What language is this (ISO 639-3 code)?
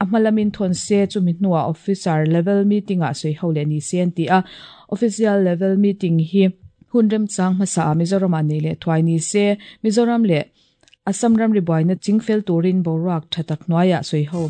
lus